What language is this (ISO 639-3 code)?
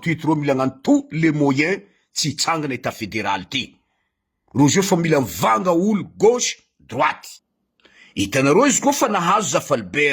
mlg